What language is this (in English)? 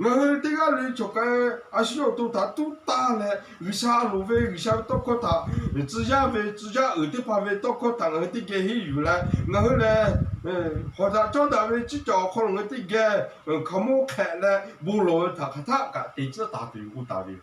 Lahu